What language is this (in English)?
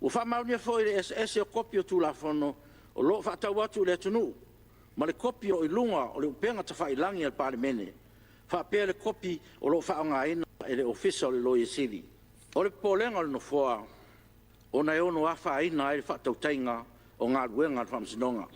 Samoan